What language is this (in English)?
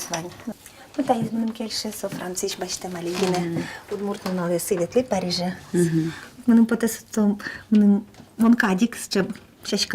Udmurt